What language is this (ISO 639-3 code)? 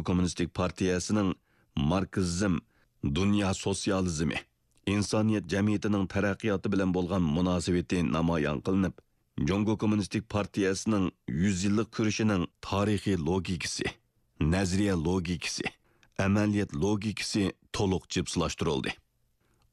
uig